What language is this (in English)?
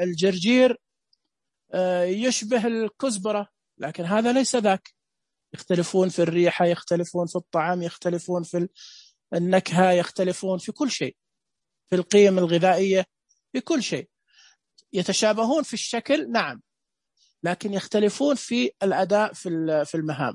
Najdi Arabic